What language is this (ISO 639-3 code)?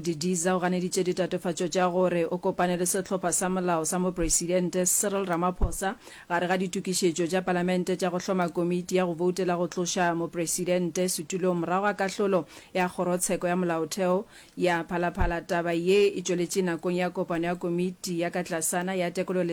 nso